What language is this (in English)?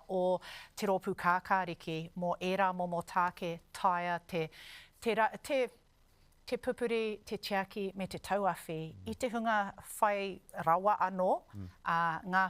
Māori